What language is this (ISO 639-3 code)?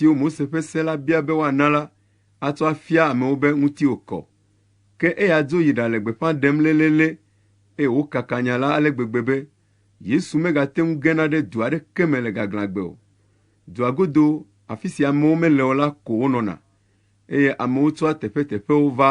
ewe